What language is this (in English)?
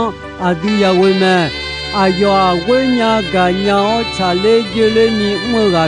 Akha